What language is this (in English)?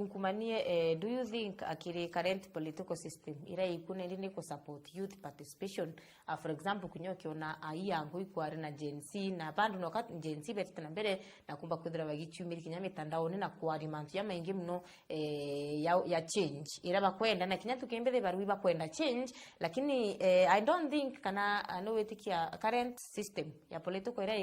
Meru